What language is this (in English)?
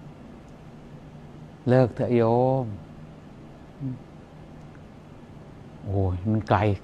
Thai